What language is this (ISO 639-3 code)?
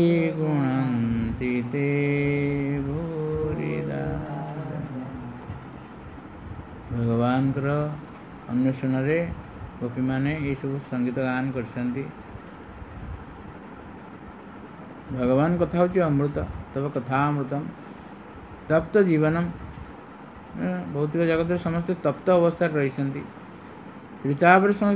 ori